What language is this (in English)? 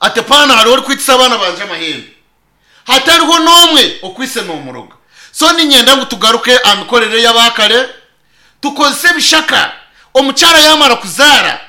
Nyankole